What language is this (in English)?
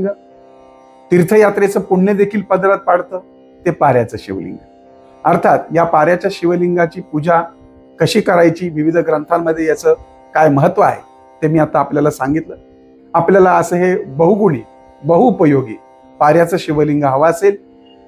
Marathi